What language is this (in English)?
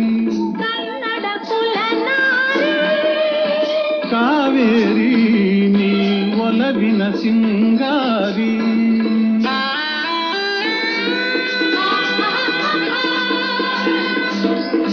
Kannada